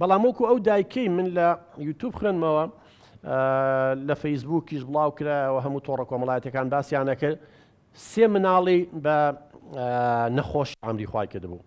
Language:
Central Kurdish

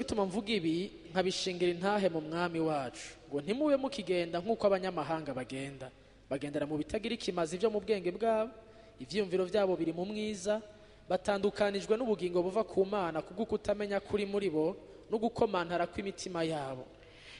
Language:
Rundi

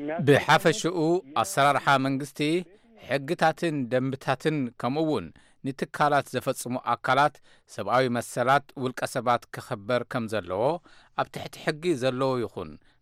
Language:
Tigrinya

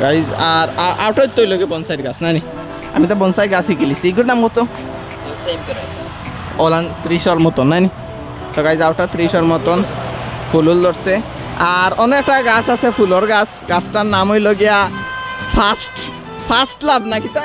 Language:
Sylheti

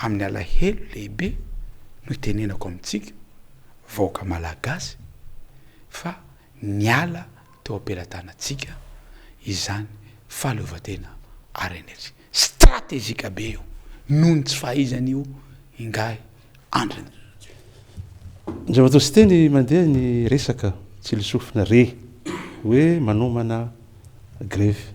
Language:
Malagasy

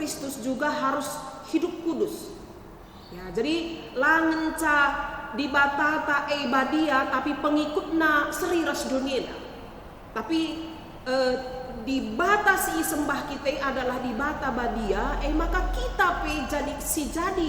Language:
Batak Karo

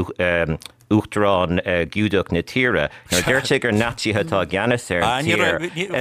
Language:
Irish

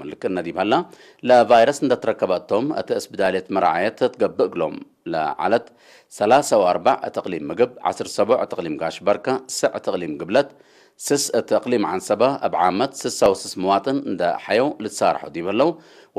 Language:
Tigre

